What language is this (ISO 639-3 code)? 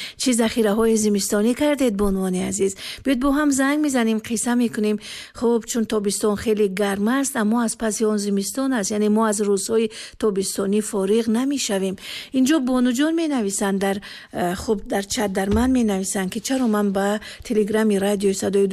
tgk